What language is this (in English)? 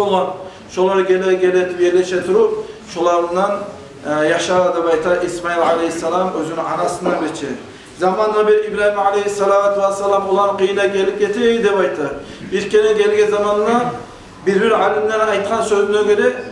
Kumyk